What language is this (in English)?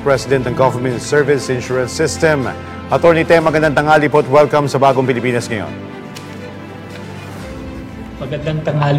Filipino